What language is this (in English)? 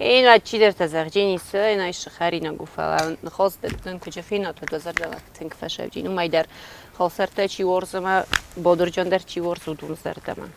Ossetic